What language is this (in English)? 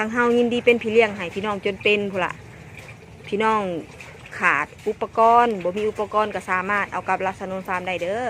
Northeastern Thai